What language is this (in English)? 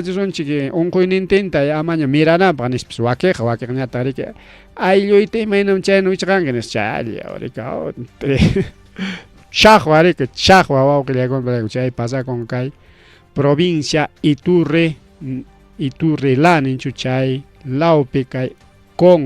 Ayacucho Quechua